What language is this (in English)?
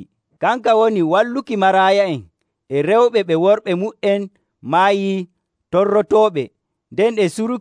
Nigerian Fulfulde